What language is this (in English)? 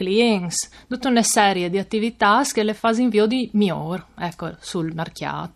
Friulian